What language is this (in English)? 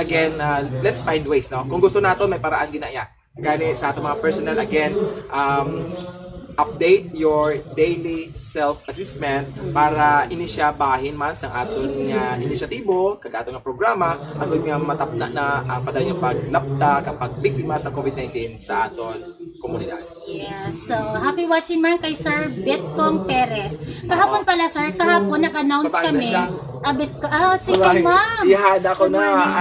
Hiligaynon